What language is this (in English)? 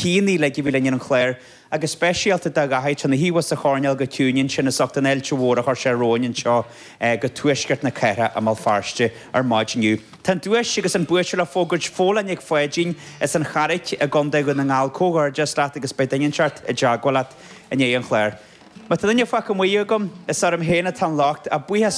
Irish